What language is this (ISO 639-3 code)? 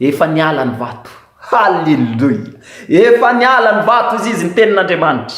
mlg